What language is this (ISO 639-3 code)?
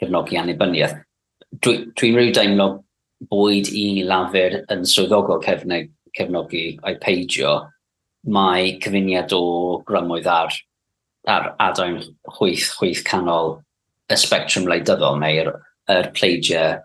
cym